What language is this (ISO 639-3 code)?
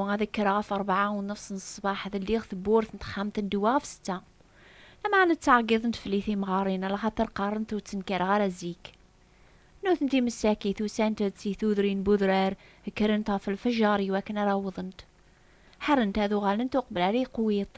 kab